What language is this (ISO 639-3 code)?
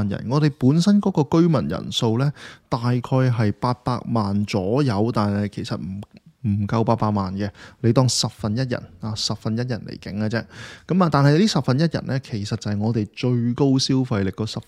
yue